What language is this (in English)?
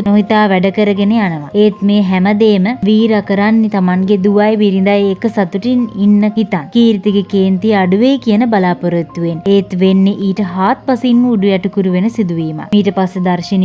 Sinhala